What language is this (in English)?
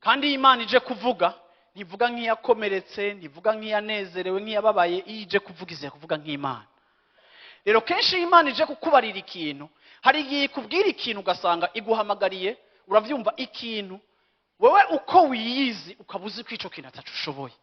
Rundi